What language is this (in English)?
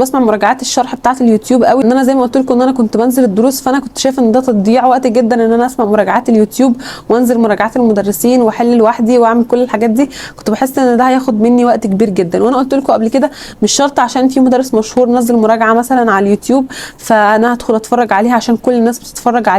Egyptian Arabic